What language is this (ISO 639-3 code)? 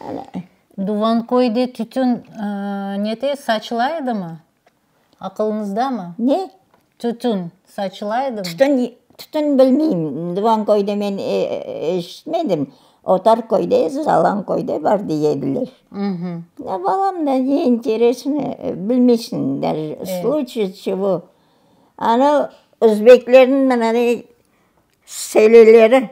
crh